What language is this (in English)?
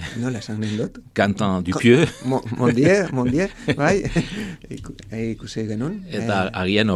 Basque